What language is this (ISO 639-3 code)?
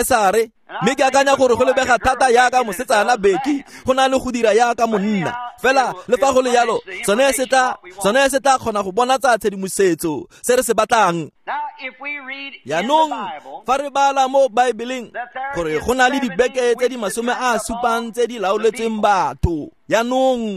tsn